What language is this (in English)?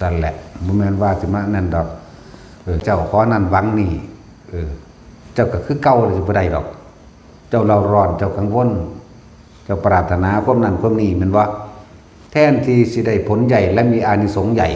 Northeastern Thai